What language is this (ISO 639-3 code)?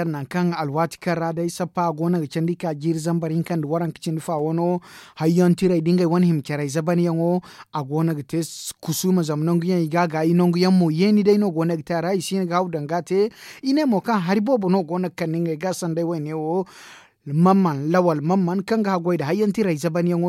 dje